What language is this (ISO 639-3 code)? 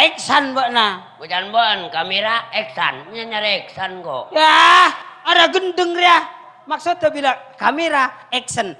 mad